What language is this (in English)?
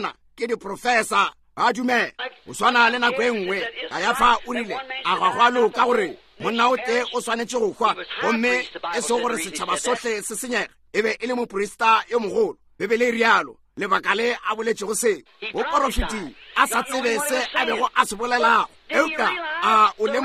Northern Sotho